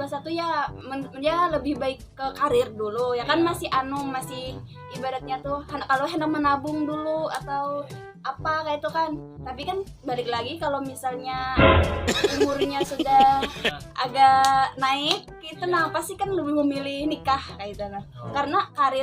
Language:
Banjar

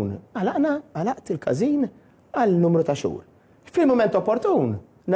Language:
Maltese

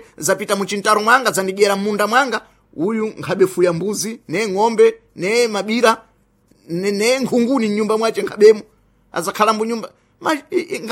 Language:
Sena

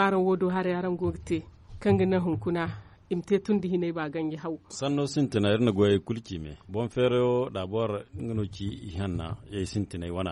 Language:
Zarma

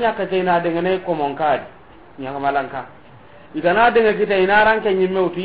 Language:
Soninke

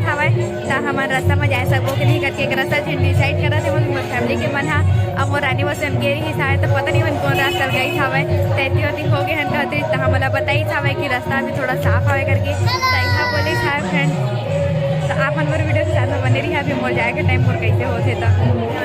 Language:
Chhattisgarhi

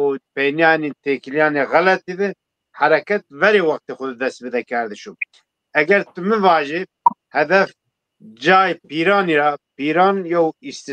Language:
Zaza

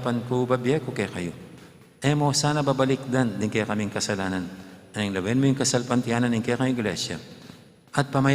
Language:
Pampanga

